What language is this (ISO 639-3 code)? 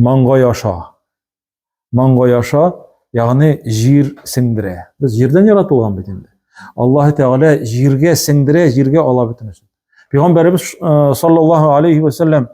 tat